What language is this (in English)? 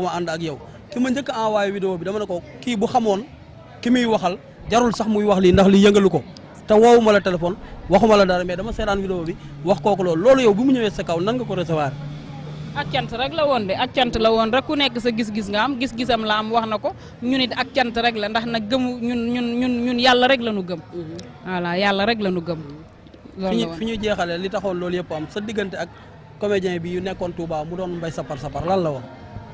Wolof